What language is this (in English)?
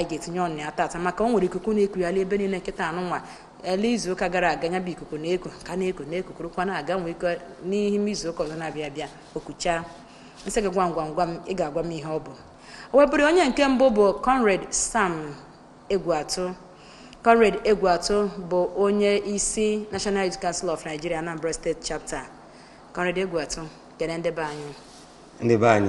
Igbo